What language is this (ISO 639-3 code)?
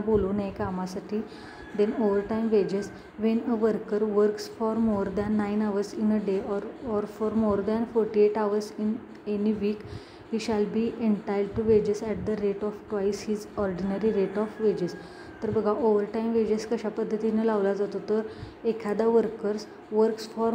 mar